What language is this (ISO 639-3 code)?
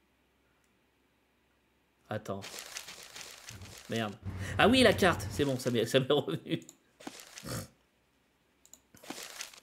fra